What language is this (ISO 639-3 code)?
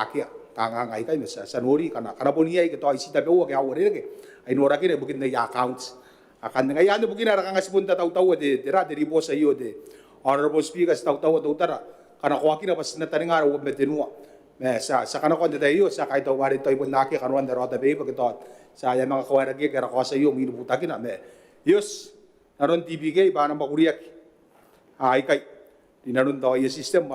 gil